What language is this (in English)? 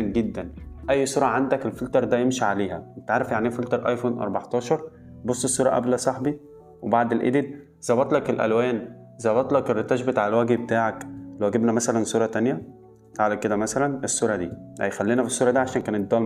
Egyptian Arabic